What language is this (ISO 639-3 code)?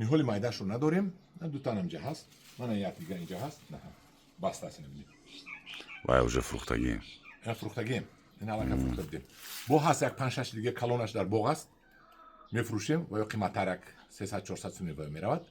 tgk